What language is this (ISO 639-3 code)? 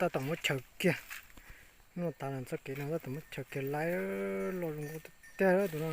hmn